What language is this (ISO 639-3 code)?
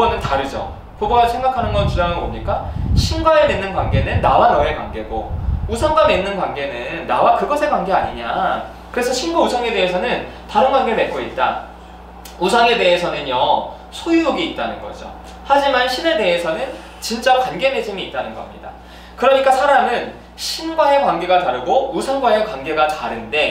kor